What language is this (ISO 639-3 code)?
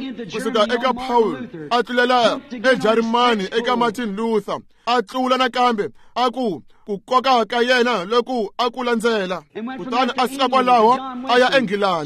tso